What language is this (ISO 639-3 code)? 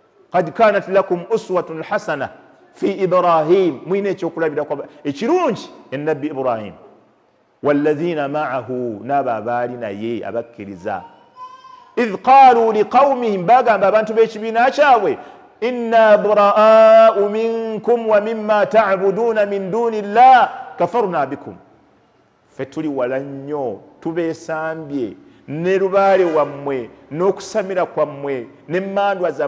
lug